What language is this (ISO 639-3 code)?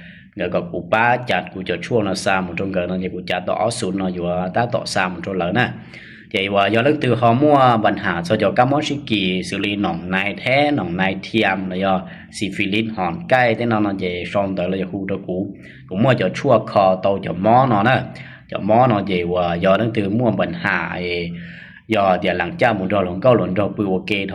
hmn